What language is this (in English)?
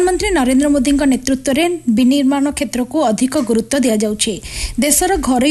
Odia